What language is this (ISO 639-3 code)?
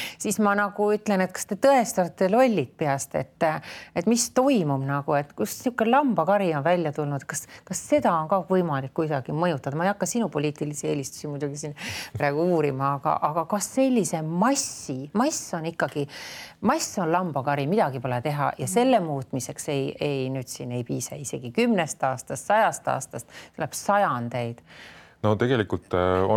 est